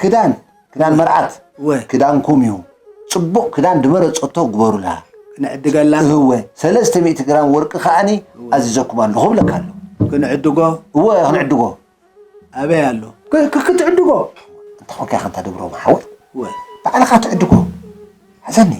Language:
Tigrinya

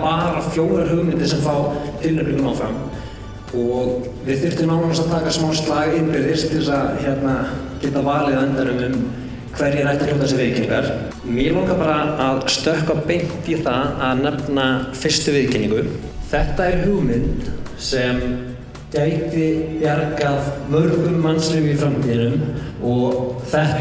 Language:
Icelandic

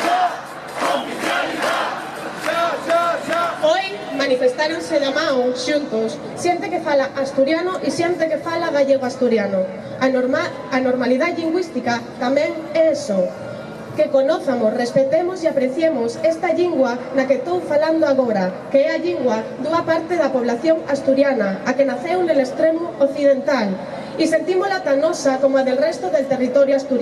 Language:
Asturian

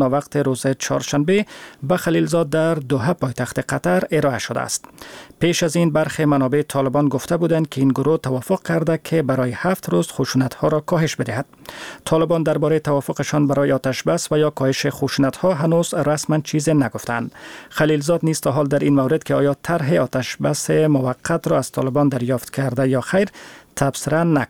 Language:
Persian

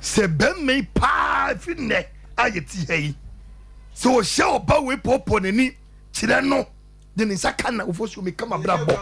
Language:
Akan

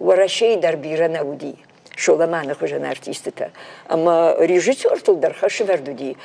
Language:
Ossetic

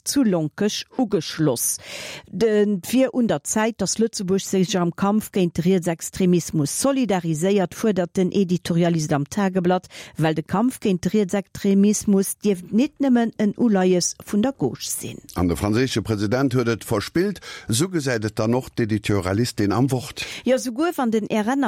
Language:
Luxembourgish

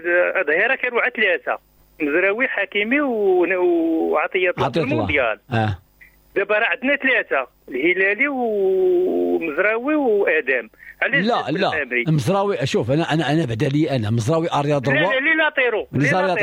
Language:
Moroccan Arabic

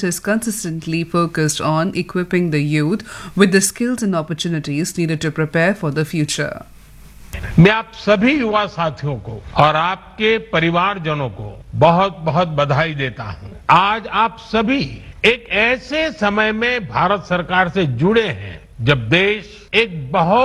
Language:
Hindi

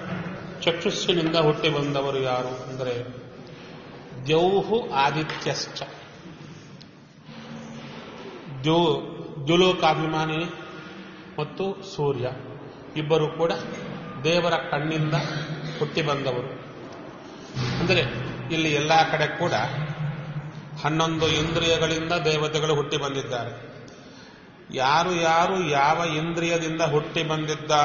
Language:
Kannada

